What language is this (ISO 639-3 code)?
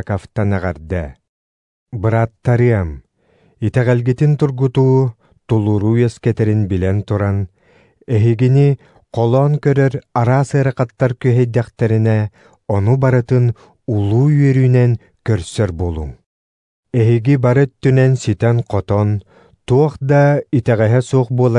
sah